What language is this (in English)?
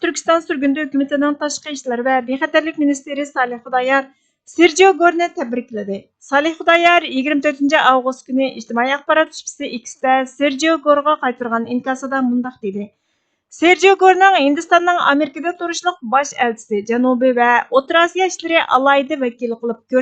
Uyghur